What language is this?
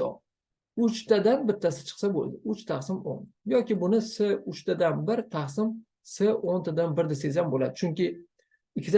Uzbek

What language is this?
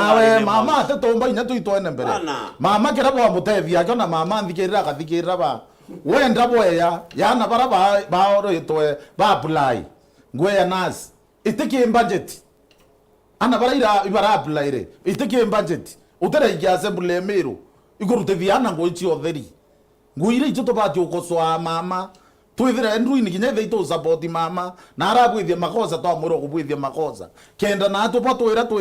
Meru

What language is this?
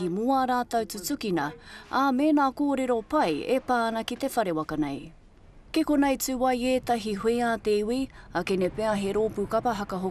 Māori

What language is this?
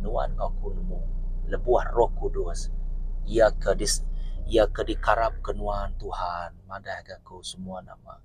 Iban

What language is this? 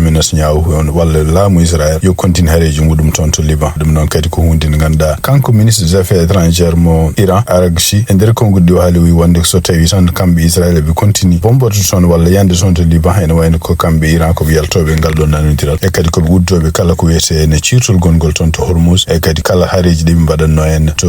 Fula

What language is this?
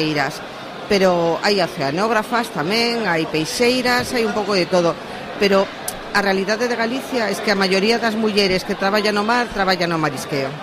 Galician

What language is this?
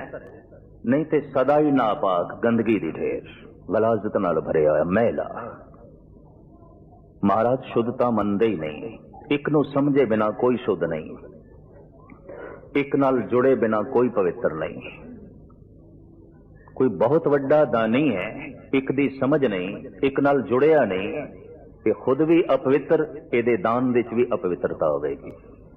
Punjabi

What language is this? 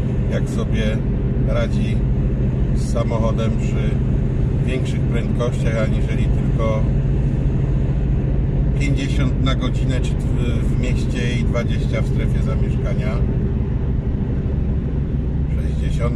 Polish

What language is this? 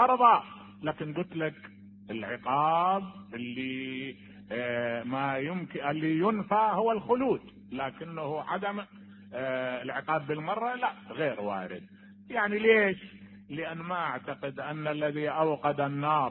Mesopotamian Arabic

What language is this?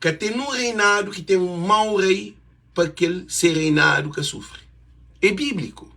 Kabuverdianu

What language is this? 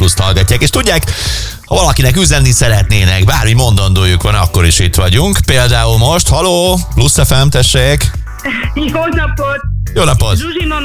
Hungarian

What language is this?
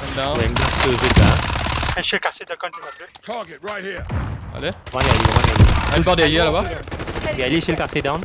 Morisyen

